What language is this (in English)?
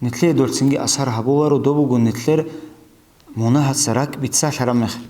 Avaric